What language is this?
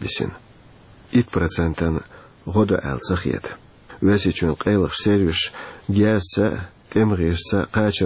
Chechen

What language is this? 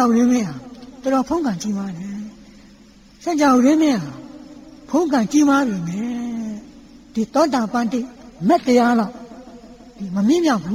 Burmese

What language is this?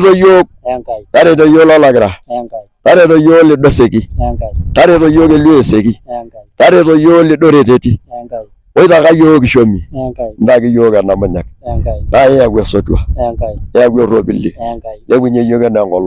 Masai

